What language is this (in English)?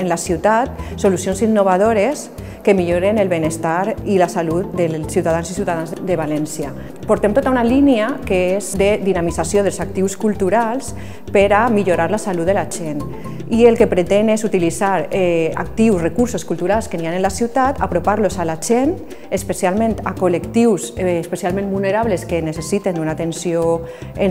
Catalan